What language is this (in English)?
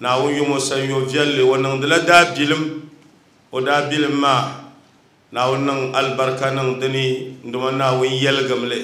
Dagbani